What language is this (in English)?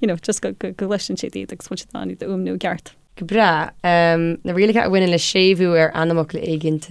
Irish